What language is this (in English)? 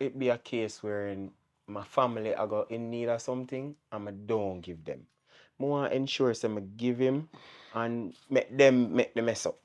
Jamaican Creole English